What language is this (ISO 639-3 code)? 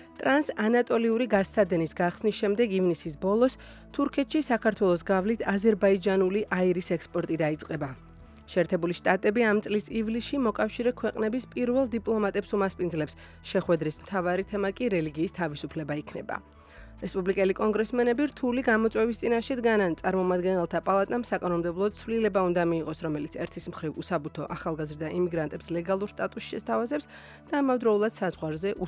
kat